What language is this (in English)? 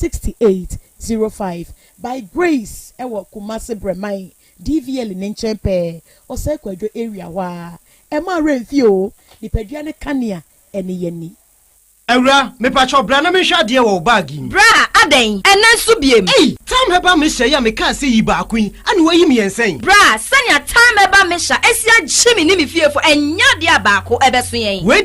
Akan